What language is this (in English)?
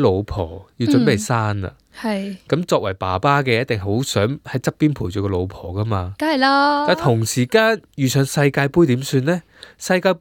Cantonese